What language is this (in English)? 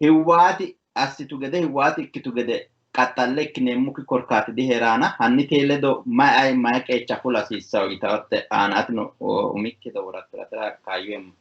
Sidamo